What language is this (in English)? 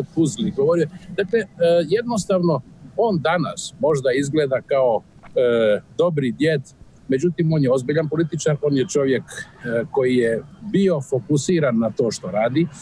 Croatian